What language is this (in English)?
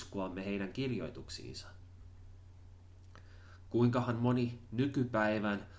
Finnish